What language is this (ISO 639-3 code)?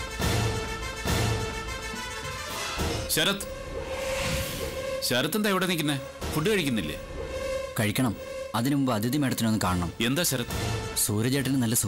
mal